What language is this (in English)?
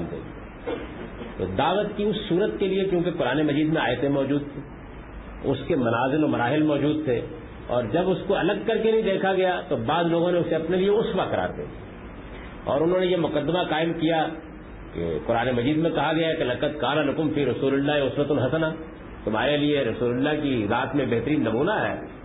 Urdu